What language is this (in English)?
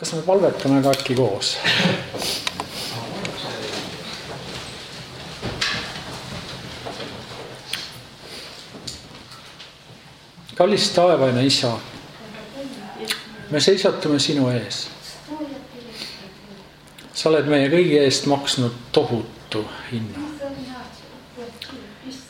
Estonian